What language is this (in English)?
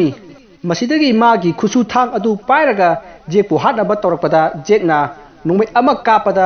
Manipuri